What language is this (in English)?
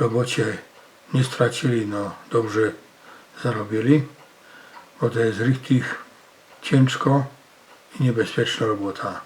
Silesian